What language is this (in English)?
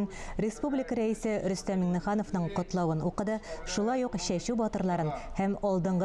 Tatar